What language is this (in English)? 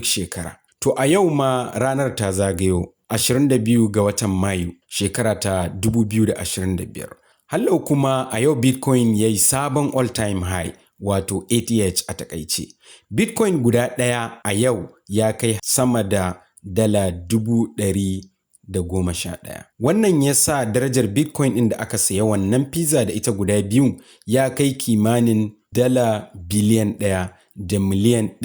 Hausa